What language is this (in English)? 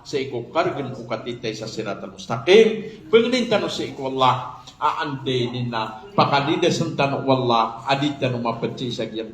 Maranao